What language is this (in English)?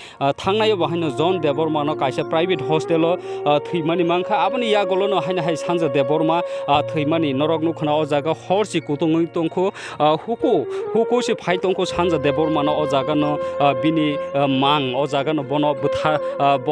Kok Borok